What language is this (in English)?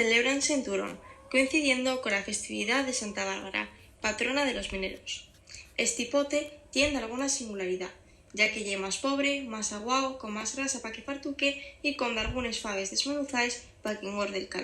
Asturian